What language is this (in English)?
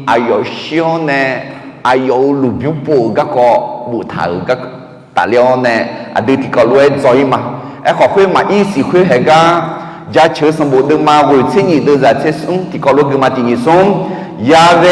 Akha